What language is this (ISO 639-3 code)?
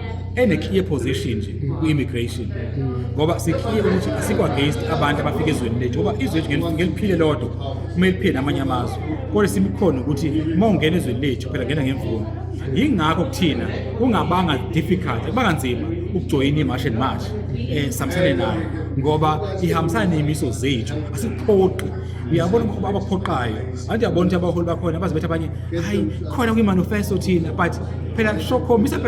zul